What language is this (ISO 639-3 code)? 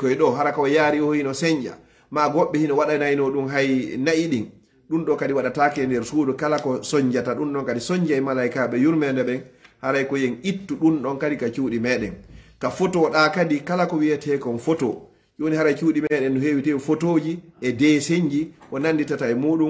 fuf